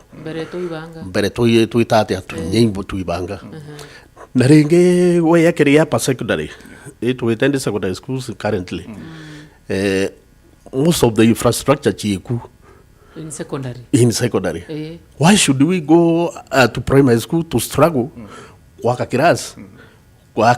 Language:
Meru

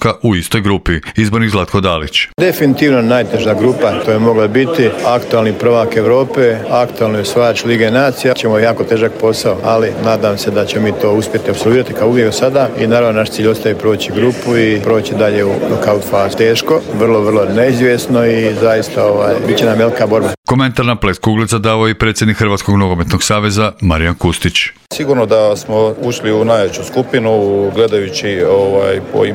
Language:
Croatian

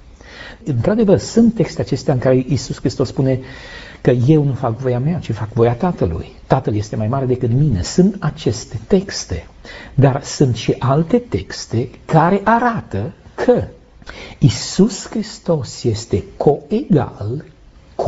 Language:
Romanian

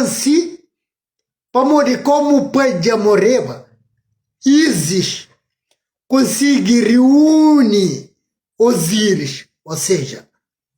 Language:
Kabuverdianu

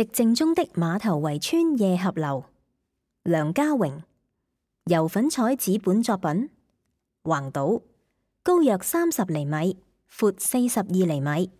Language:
Cantonese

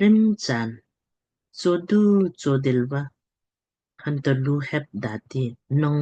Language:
Lamkang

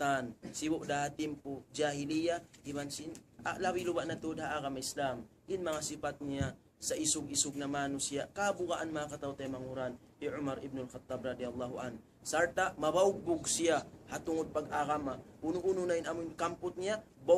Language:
Tausug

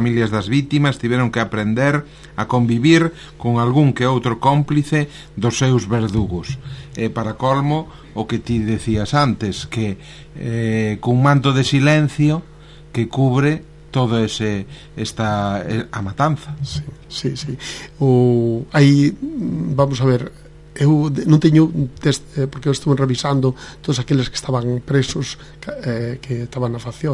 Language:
Galician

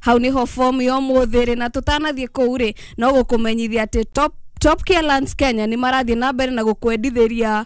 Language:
Kikuyu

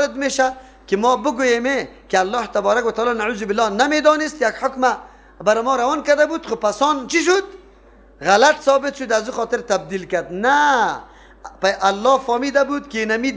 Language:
Persian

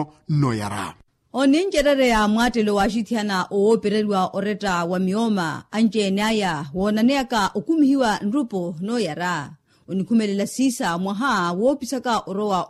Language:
Makhuwa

